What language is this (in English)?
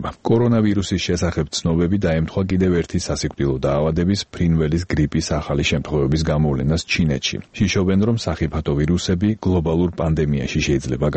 Georgian